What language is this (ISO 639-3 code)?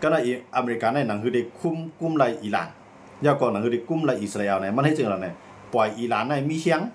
shn